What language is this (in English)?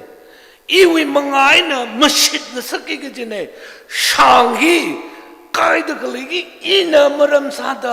Tangkhul Naga (India)